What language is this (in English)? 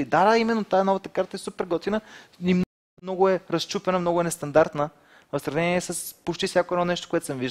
Bulgarian